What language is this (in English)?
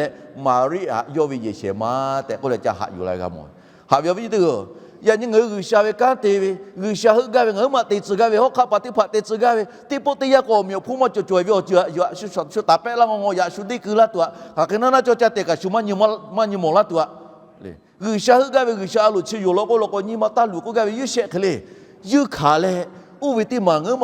Lahu